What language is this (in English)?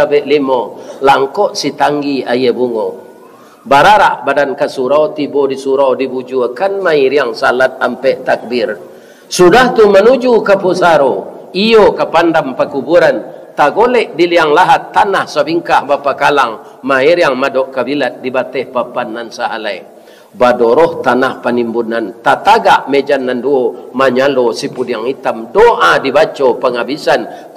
Minangkabau